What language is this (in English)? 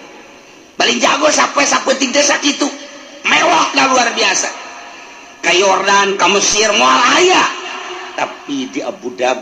Sundanese